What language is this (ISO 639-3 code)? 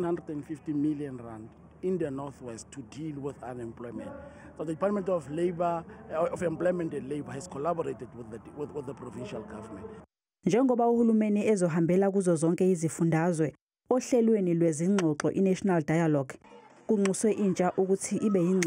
zul